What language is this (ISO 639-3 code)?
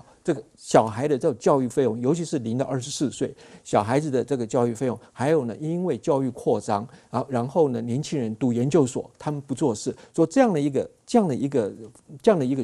zho